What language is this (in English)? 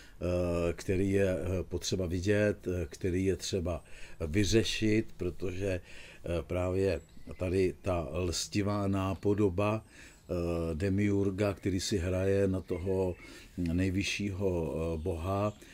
Czech